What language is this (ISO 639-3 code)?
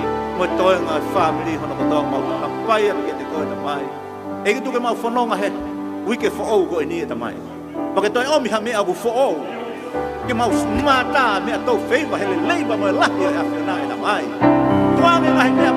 ton